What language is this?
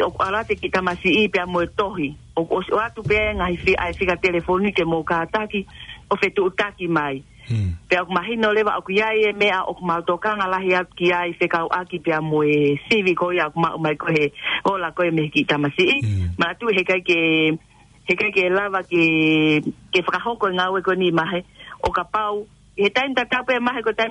Tongan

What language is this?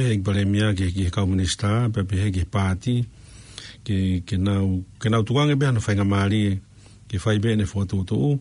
Tongan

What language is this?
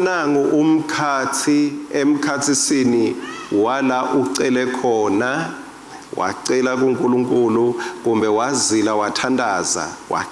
Swati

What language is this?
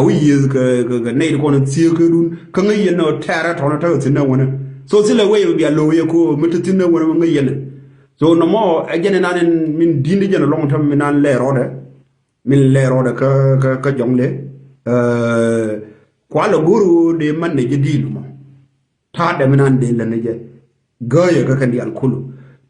Nuer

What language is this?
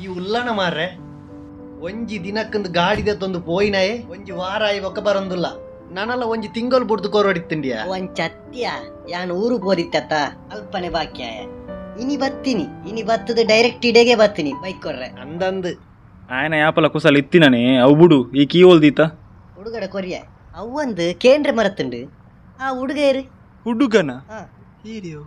Tulu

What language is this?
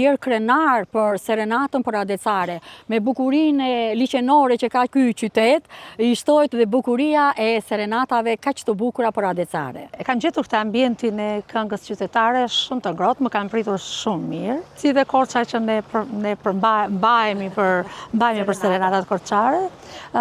Albanian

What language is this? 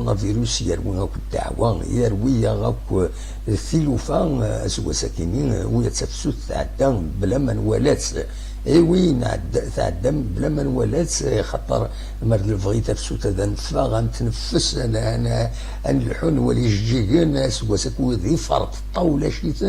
Kabyle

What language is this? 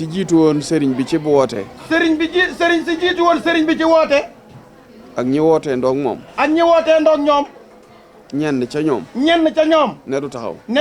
Wolof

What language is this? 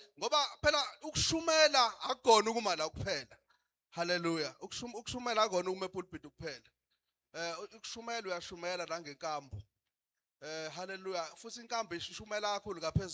Zulu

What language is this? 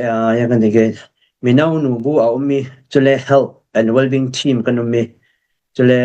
Falam Chin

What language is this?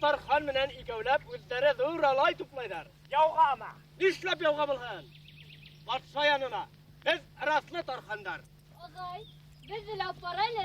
Bashkir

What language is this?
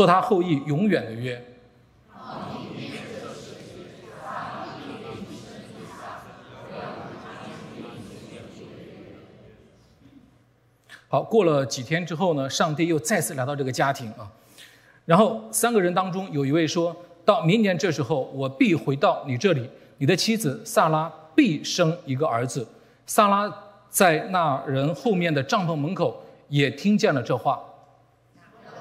Chinese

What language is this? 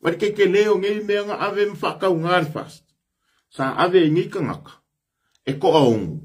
Samoan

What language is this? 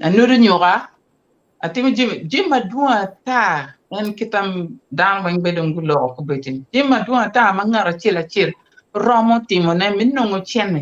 Acoli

